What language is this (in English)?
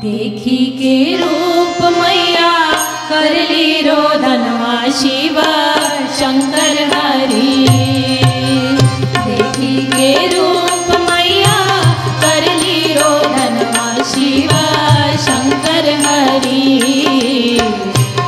Bhojpuri